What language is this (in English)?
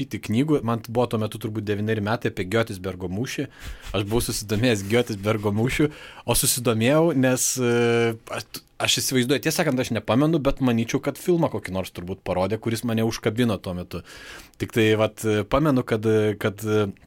Lithuanian